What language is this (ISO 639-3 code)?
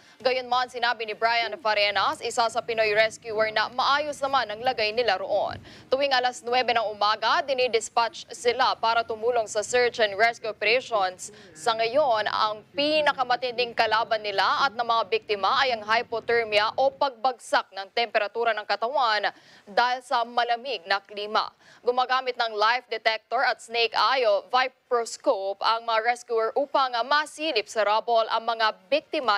fil